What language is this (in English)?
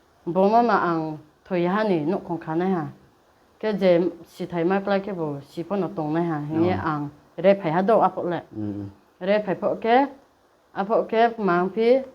Riang (India)